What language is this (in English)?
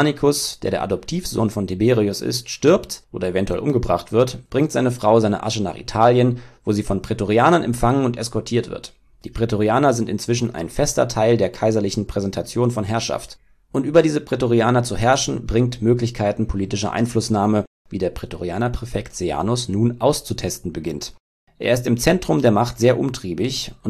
German